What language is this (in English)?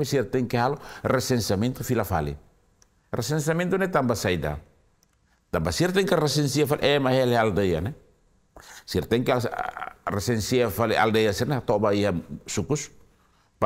Tetum